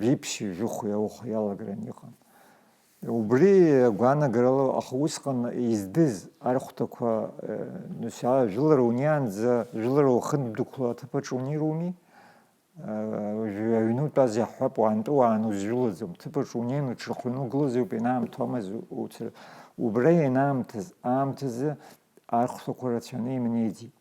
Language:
Abkhazian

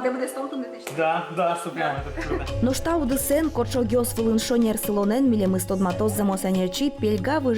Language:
Udmurt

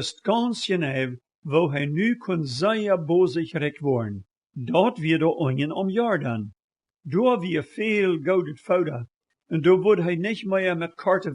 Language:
Plautdietsch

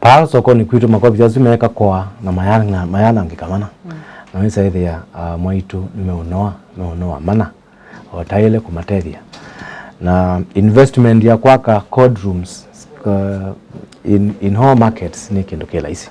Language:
Kamba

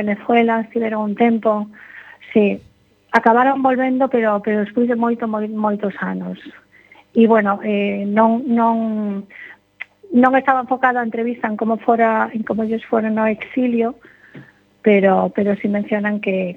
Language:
Galician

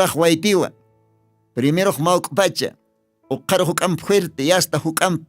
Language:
Aymara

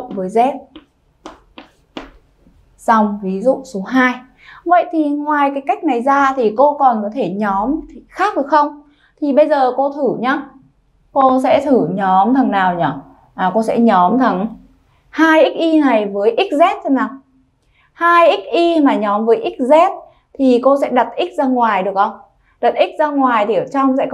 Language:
Vietnamese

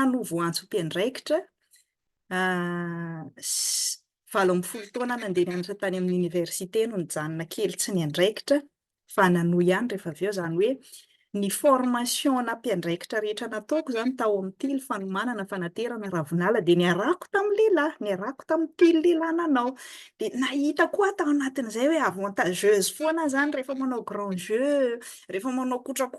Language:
Malagasy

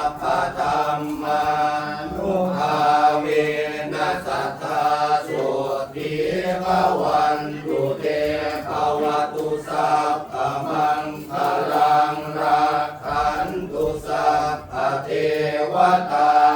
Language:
Pali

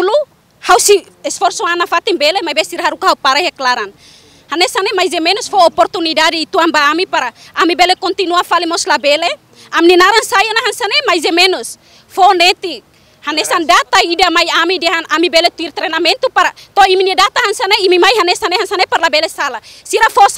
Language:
Tetum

